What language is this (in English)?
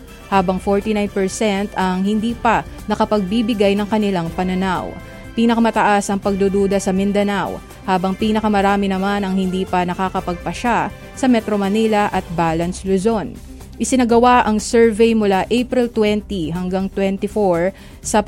Filipino